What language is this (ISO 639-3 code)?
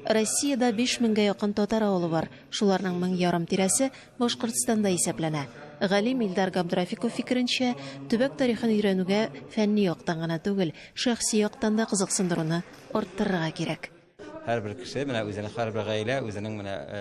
tat